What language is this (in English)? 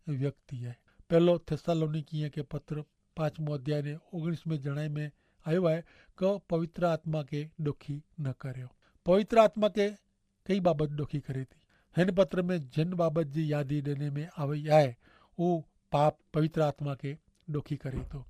Kachhi